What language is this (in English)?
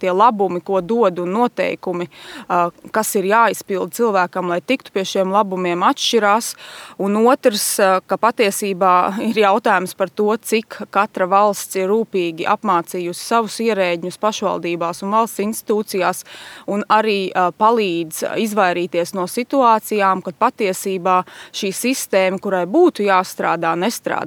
Latvian